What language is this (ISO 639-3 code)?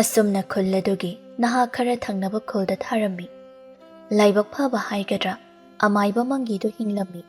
mni